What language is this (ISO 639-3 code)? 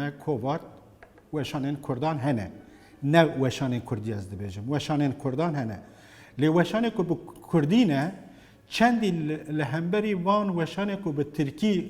kur